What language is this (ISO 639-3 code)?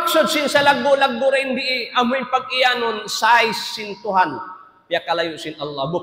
tsg